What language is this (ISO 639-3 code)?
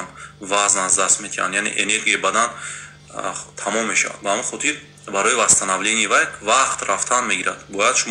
tgk